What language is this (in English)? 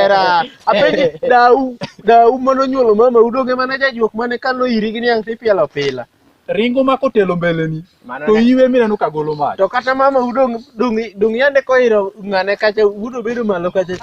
Luo (Kenya and Tanzania)